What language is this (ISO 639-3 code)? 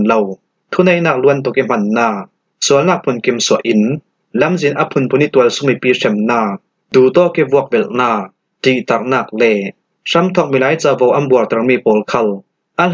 cfm